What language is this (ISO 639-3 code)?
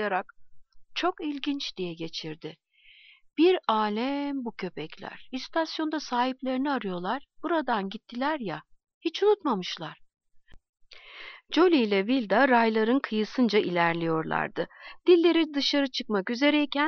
tur